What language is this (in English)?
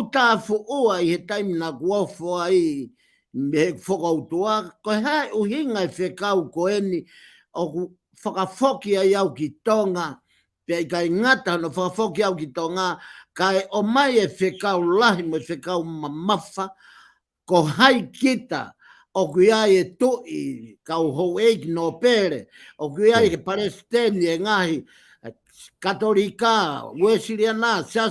Tongan